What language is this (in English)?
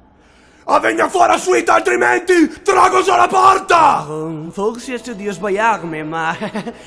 Venetian